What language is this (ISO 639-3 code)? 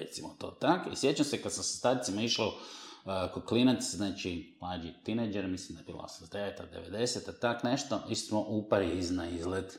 hrv